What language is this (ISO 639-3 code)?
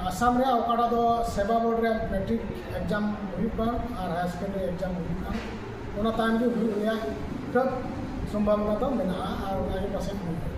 sat